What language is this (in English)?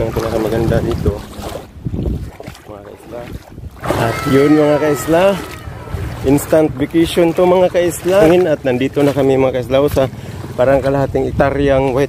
Filipino